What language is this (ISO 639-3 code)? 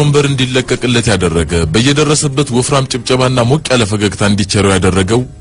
amh